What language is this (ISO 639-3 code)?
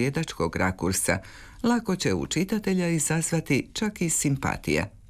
hrv